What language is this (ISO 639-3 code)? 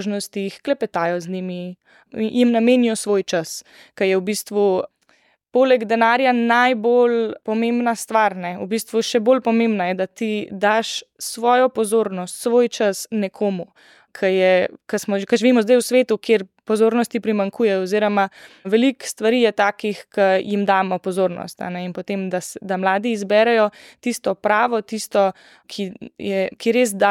slv